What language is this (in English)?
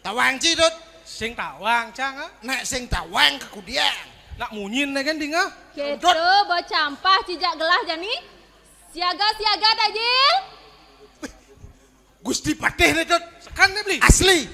Balinese